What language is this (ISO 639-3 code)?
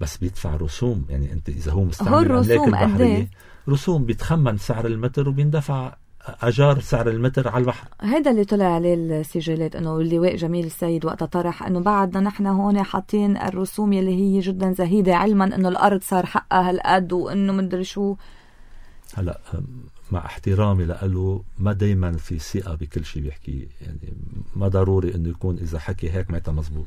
apc